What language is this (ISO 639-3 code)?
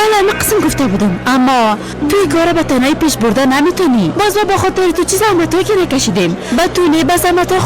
fas